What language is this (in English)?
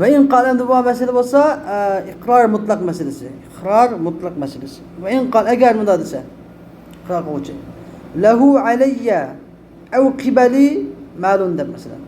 Uyghur